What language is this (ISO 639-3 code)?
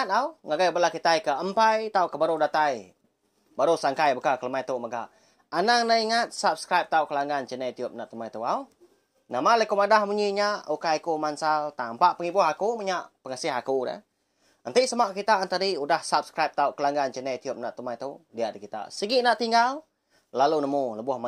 iba